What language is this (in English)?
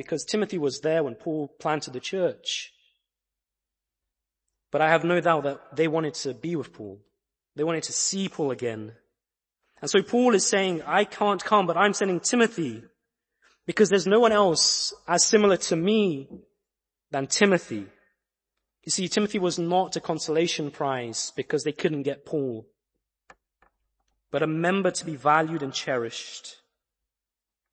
English